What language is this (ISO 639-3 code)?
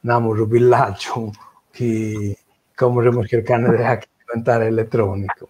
srd